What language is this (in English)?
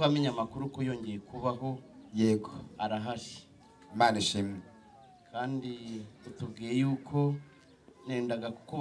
Kinyarwanda